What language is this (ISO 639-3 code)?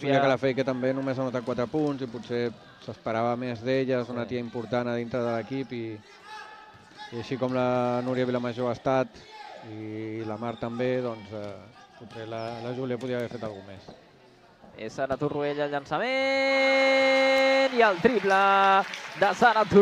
cat